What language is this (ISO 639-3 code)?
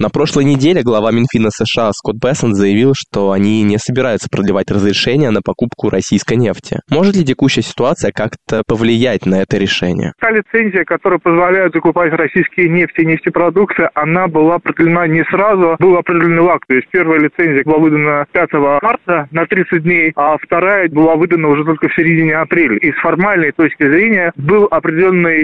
rus